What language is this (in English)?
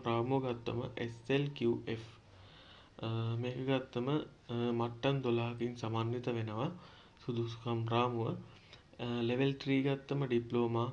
Sinhala